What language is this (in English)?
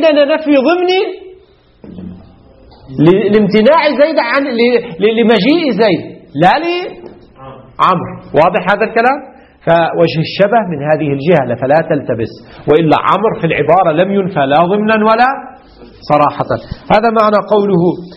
Arabic